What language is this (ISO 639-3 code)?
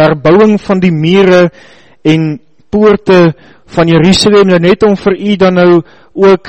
afr